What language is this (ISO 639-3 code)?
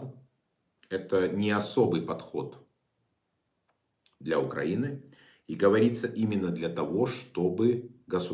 rus